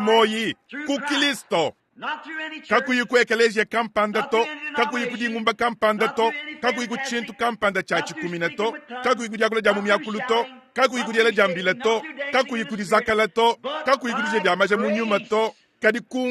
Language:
Luba-Lulua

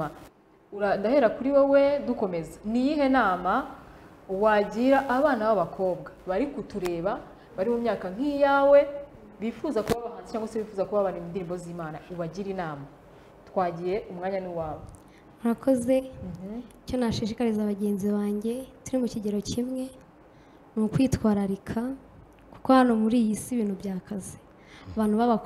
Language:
Kinyarwanda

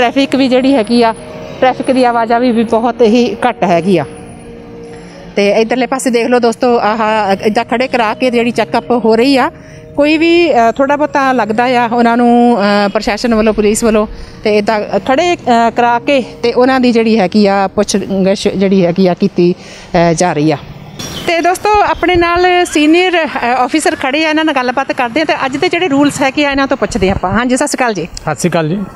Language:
Punjabi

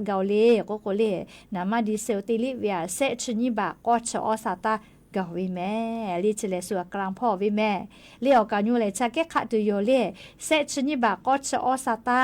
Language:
Lahu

